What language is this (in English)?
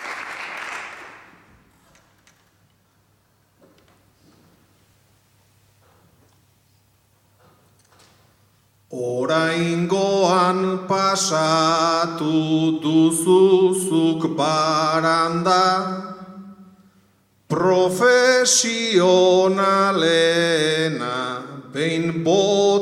Basque